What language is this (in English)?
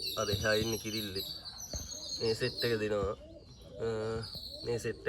Sinhala